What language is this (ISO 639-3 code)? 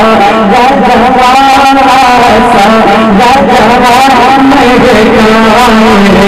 hin